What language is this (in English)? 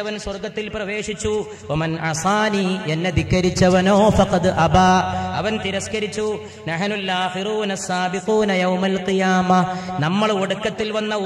Malayalam